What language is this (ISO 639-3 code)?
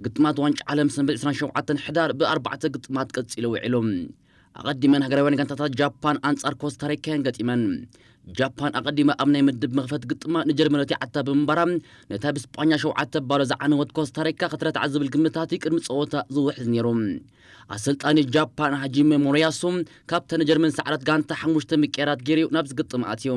tir